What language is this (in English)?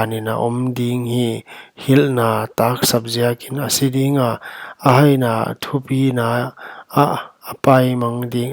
Paite Chin